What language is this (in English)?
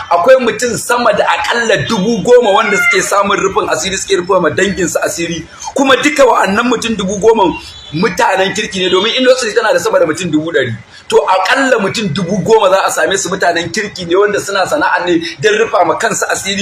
Hausa